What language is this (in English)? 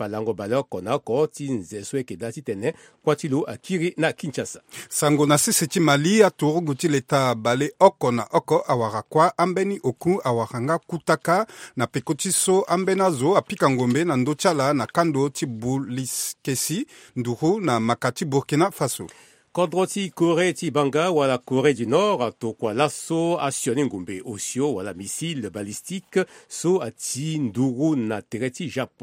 Sango